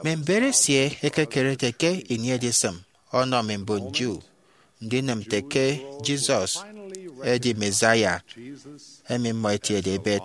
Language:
Efik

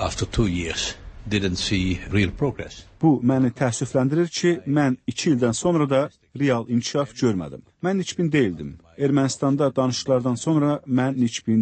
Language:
Azerbaijani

